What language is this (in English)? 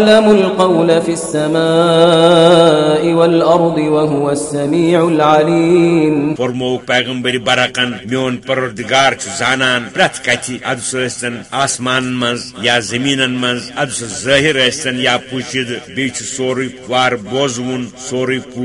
Kashmiri